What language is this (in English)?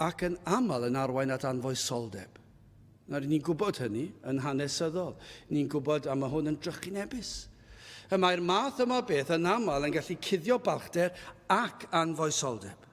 Welsh